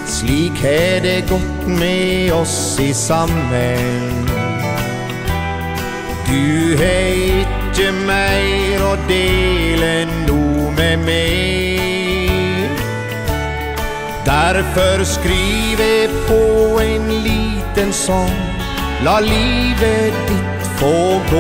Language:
Norwegian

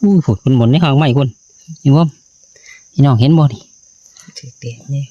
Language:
Northeastern Thai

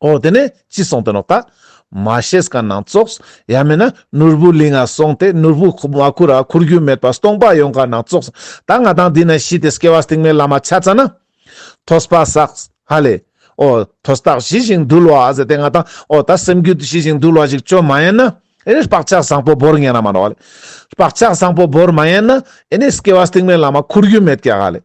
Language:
Ladakhi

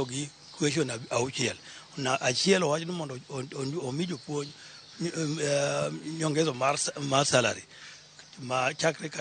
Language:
Luo (Kenya and Tanzania)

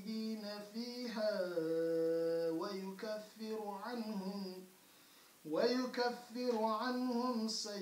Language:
Arabic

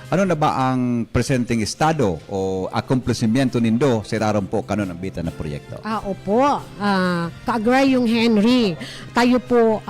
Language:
Bikol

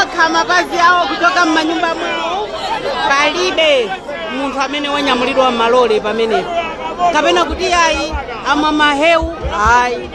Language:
Nyanja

